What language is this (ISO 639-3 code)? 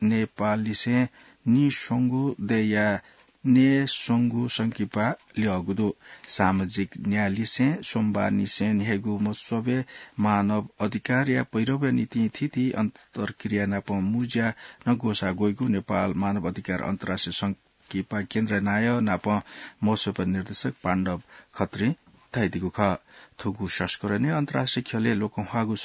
new